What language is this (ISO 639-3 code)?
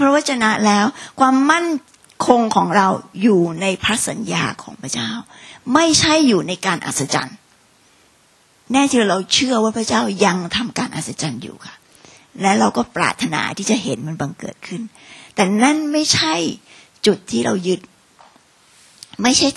tha